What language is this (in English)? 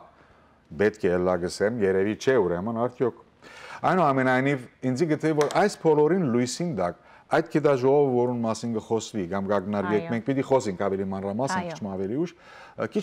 Western Armenian